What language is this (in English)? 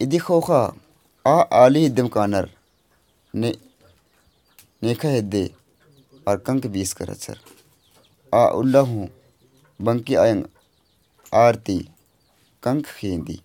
Kurukh